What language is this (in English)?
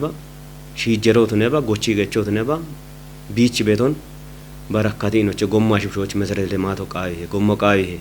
Kafa